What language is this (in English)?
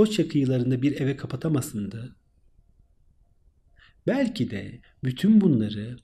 Turkish